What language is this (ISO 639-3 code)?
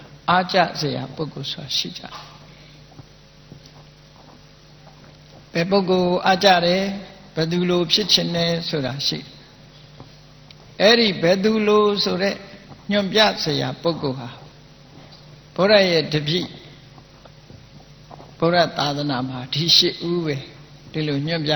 mya